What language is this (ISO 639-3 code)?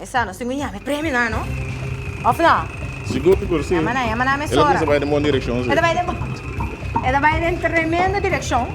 pap